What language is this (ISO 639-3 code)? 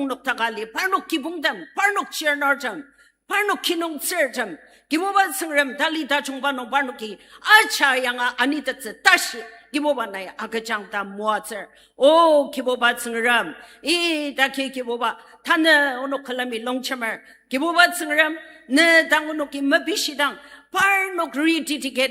njo